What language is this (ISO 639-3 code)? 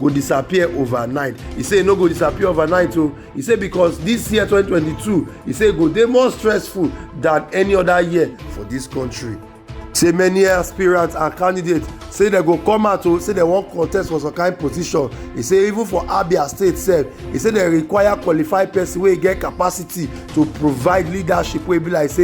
pcm